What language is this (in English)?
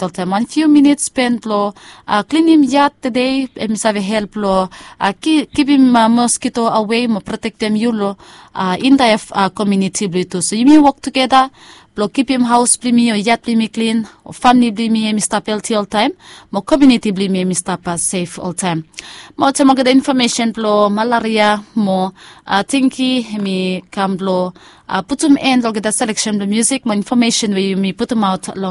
Bislama